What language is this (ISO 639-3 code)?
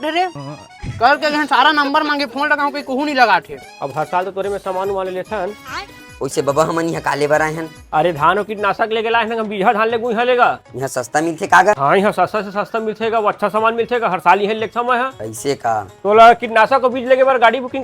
hne